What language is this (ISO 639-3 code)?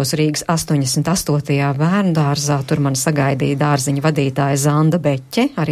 lav